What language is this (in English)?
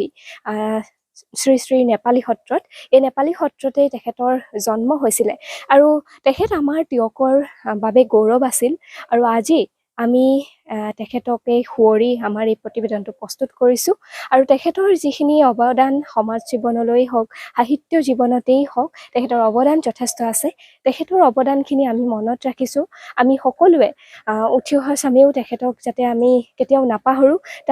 Assamese